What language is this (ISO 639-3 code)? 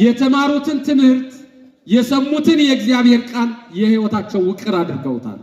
amh